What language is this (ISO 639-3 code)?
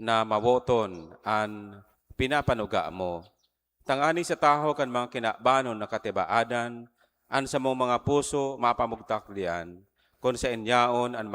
bik